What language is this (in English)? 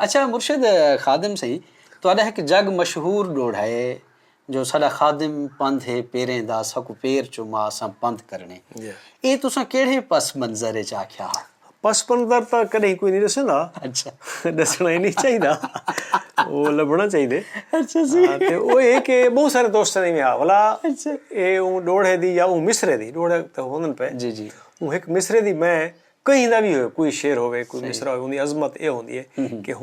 Saraiki